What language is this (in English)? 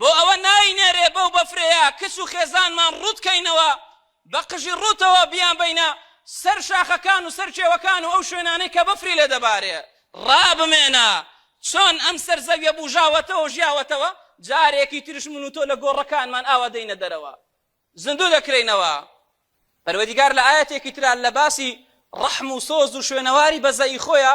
Central Kurdish